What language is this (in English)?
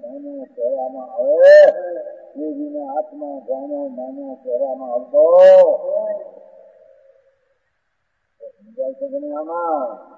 Gujarati